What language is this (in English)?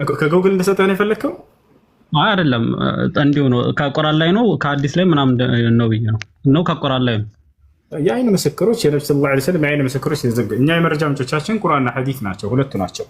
Amharic